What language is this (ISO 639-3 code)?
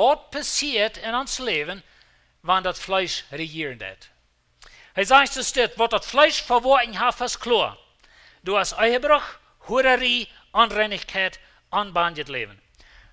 pdt